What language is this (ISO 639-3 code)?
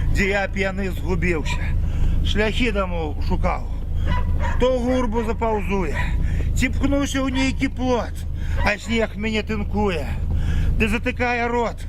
bel